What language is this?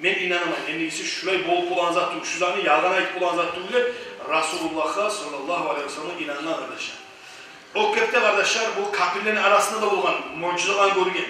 Kumyk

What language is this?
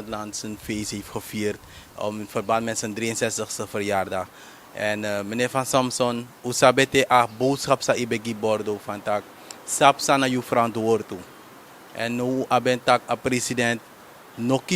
Sranan Tongo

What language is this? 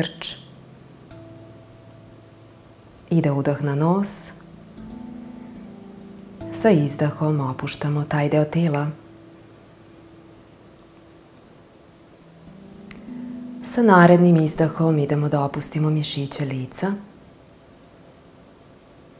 Serbian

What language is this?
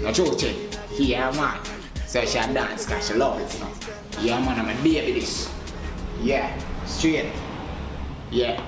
Jamaican Creole English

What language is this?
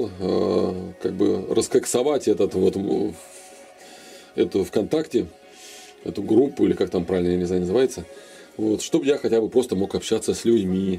Russian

